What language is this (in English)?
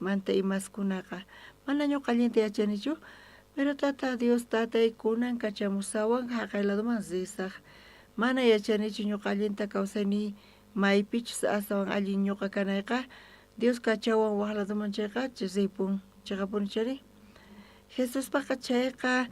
South Bolivian Quechua